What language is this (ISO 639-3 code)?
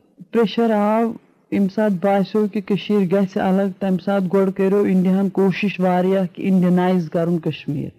kas